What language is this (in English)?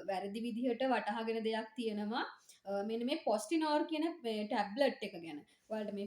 Sinhala